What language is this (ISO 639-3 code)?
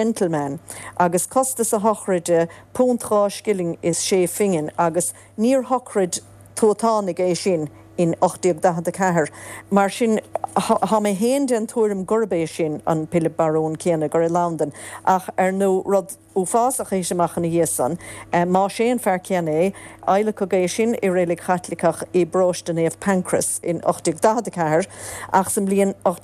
gle